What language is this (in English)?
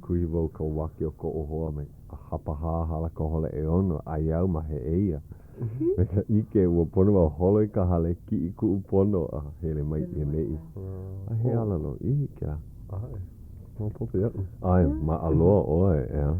Hawaiian